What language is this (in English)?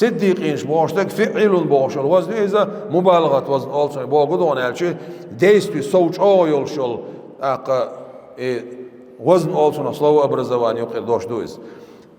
Chechen